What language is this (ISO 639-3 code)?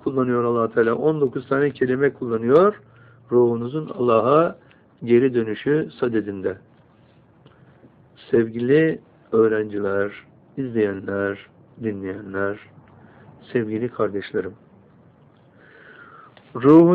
tur